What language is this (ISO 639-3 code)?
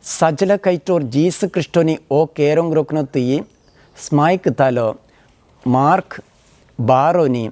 trp